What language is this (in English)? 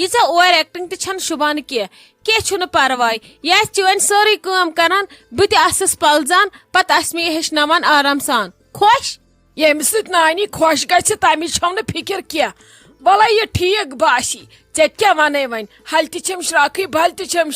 Kashmiri